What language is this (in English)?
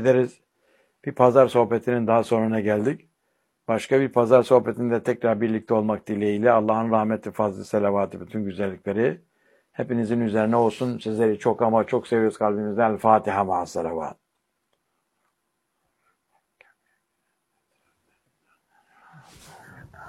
Turkish